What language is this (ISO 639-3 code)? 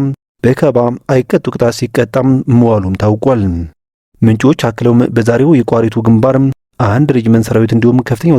amh